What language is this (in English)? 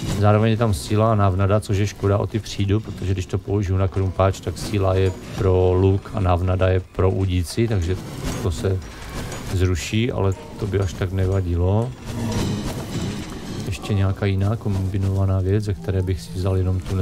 Czech